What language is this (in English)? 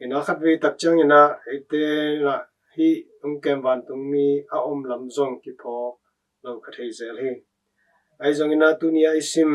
Tedim Chin